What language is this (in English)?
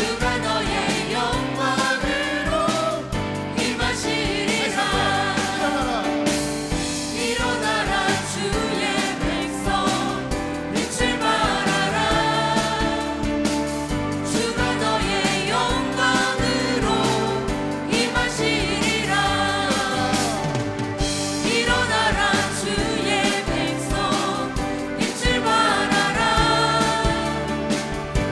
Korean